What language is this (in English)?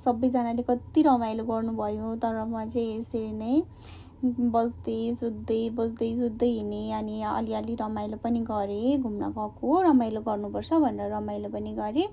Nepali